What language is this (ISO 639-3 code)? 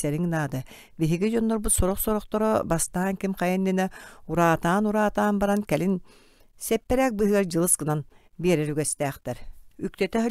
sah